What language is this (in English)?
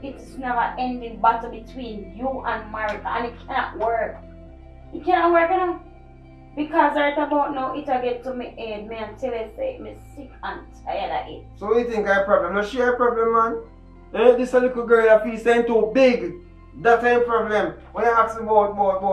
Jamaican Creole English